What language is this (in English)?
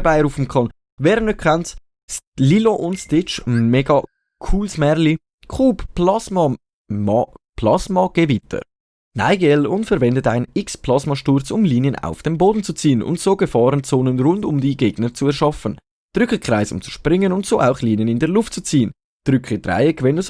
Swiss German